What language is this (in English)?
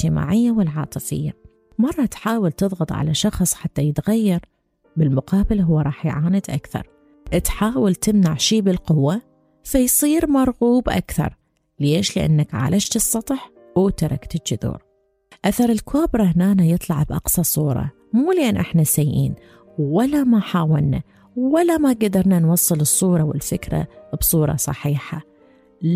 Mesopotamian Arabic